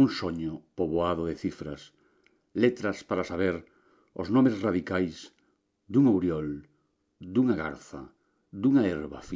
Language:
Galician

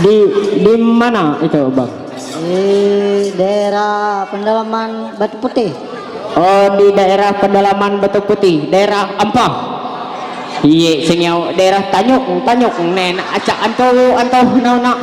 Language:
Ma'anyan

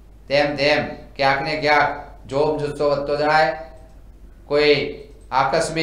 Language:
Gujarati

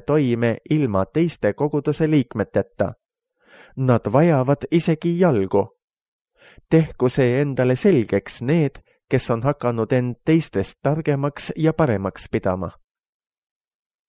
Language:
Estonian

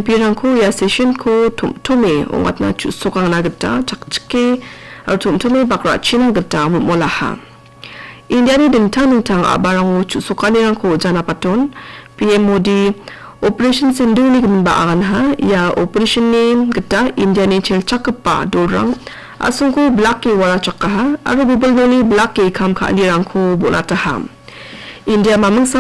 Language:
Garo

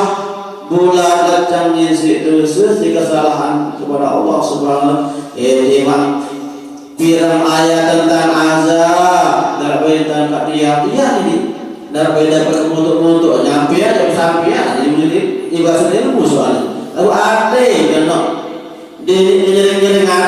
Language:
Sasak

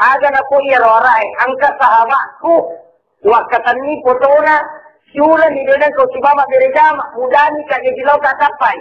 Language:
Buginese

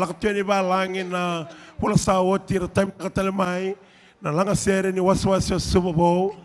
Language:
Fijian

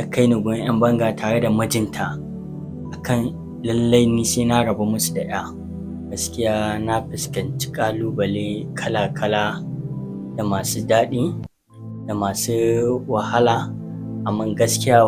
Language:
Hausa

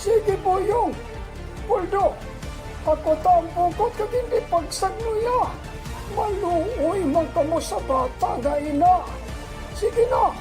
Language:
Hiligaynon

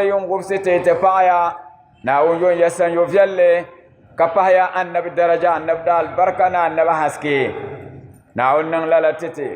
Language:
Dagbani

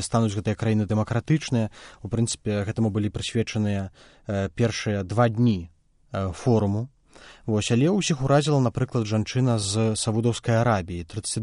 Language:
Belarusian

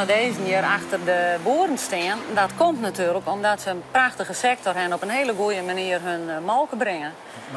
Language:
Western Frisian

